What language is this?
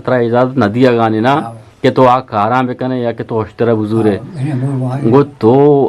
Eastern Balochi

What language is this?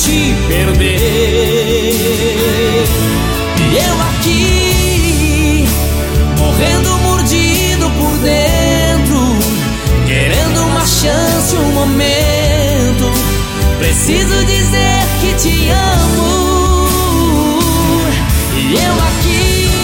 Portuguese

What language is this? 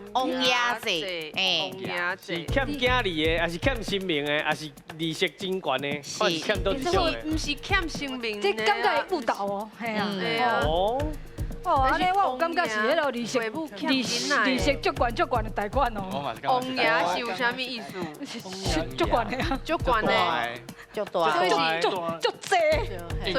Min Nan Chinese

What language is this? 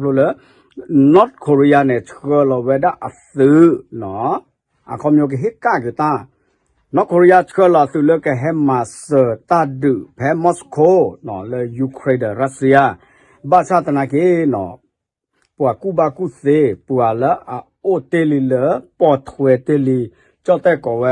S'gaw Karen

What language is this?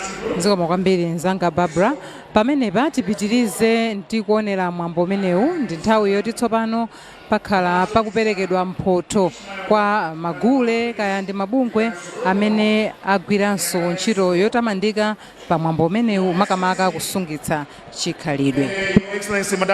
Nyanja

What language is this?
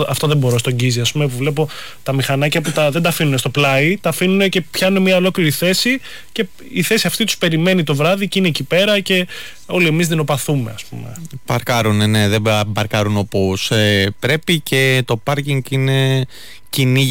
Greek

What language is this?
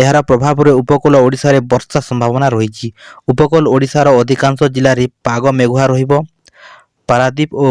Odia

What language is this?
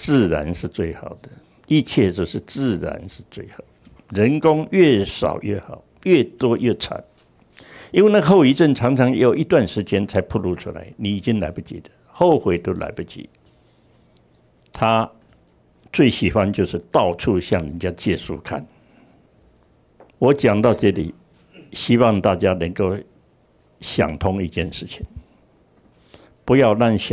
Chinese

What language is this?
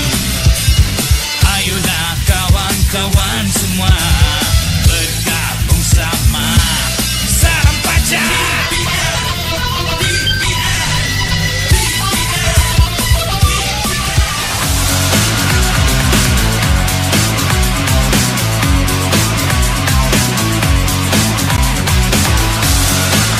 Malay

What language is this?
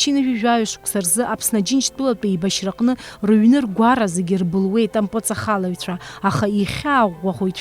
Abkhazian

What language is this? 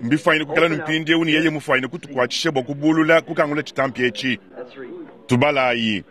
Luba-Lulua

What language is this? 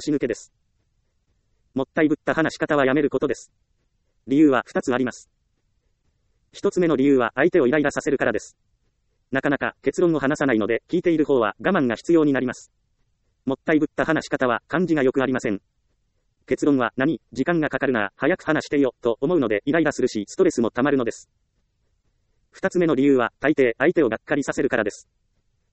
Japanese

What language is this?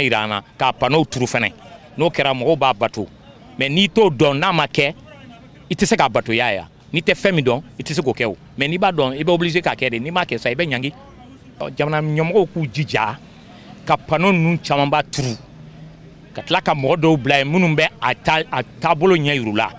Bambara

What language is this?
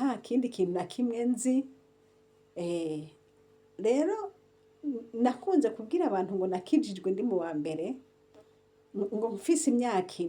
Rundi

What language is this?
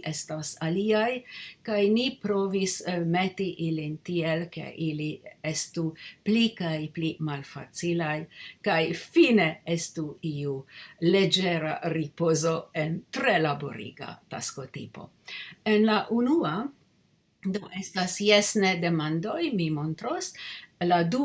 Esperanto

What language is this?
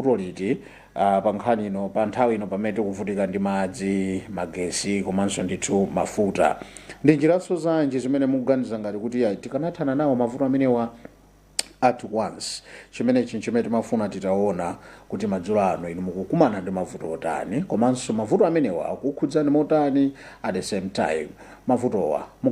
Nyanja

